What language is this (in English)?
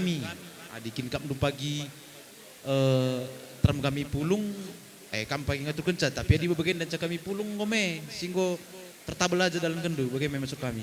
Batak Karo